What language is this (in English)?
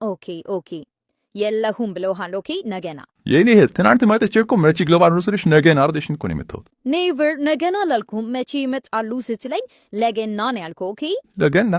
Amharic